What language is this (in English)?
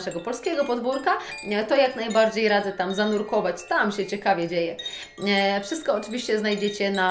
Polish